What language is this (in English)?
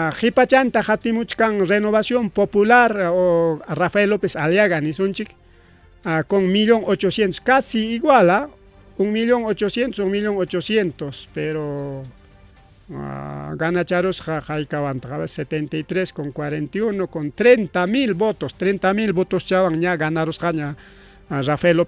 Ayacucho Quechua